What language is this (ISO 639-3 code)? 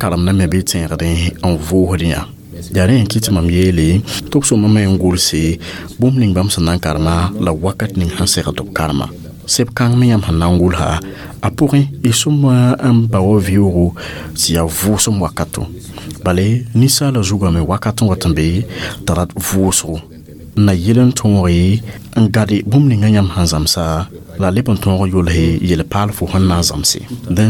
mos